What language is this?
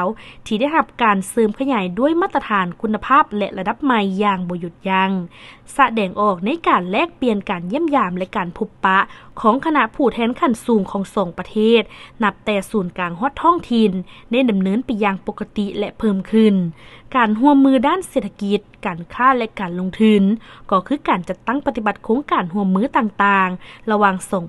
Lao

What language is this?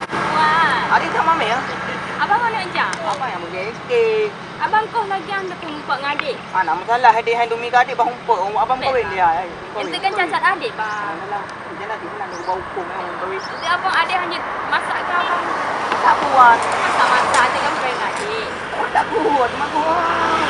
Achinese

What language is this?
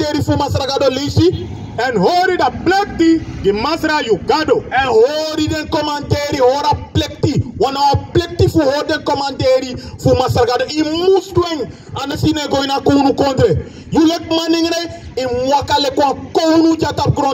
Sranan Tongo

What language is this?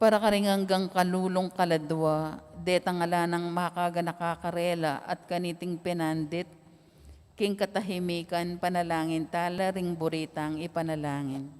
Pampanga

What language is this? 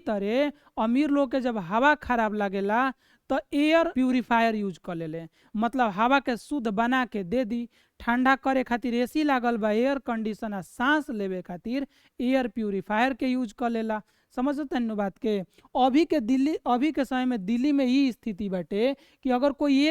Bhojpuri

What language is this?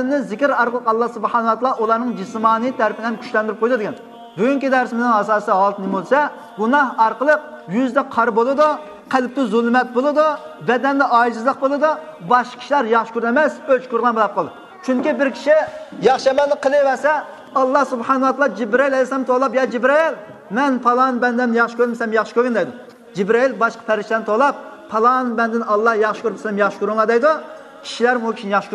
Uyghur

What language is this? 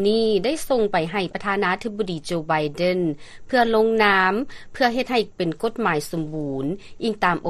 Lao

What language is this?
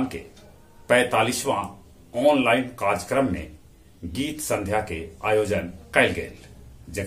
Magahi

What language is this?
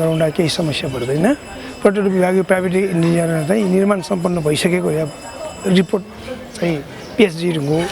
Newari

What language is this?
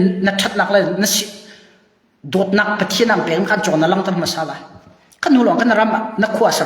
Hakha Chin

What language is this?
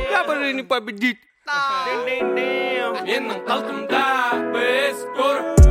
Kazakh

